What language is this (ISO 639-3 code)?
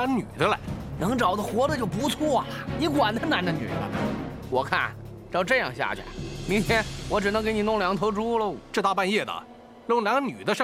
zho